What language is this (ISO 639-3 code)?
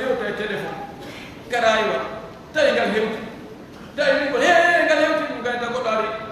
fuf